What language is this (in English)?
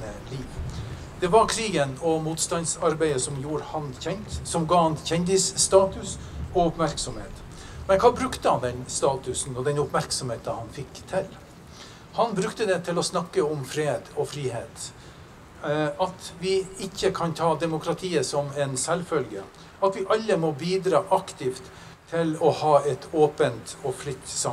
Norwegian